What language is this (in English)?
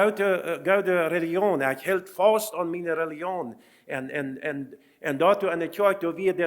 Plautdietsch